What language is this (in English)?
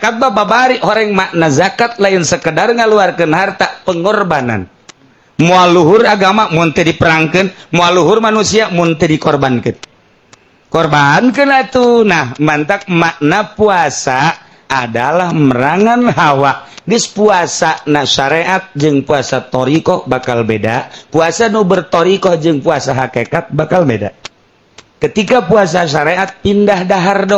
Sundanese